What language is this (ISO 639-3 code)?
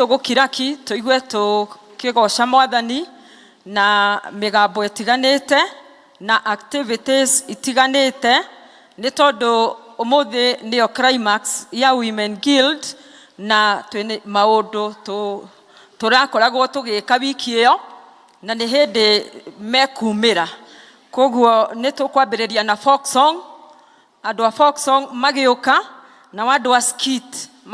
kik